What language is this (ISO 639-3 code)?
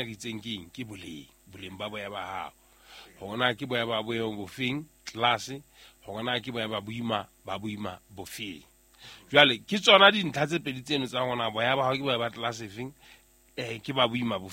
sot